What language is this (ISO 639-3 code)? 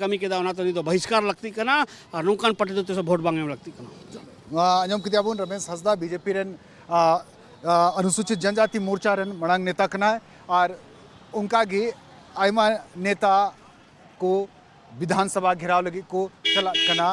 sat